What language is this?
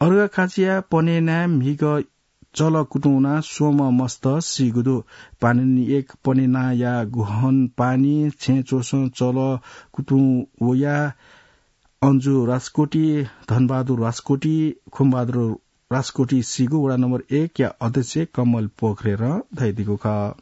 Newari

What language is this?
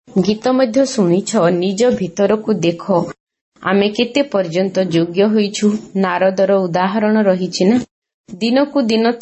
Odia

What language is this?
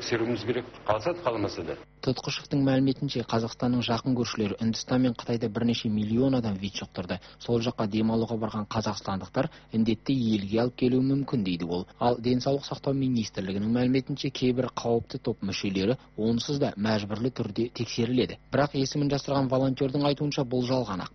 Kazakh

